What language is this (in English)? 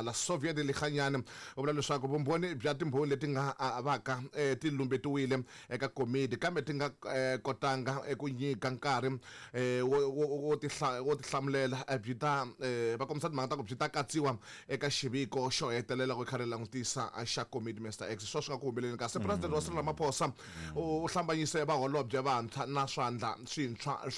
Tsonga